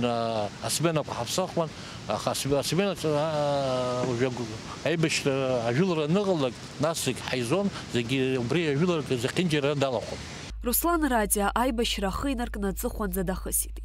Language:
Abkhazian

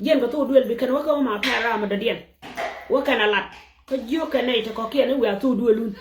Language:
Nuer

